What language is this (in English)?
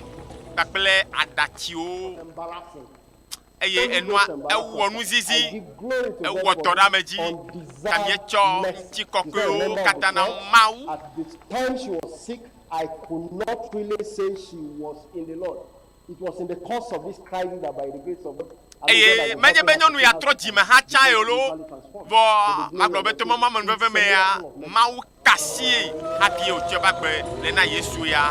Ewe